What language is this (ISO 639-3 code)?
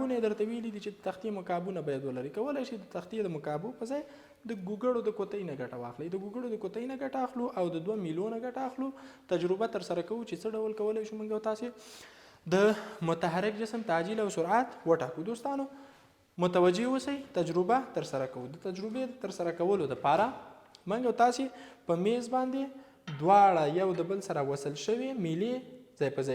pus